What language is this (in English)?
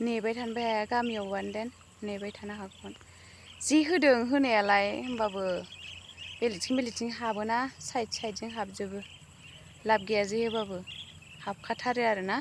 Bodo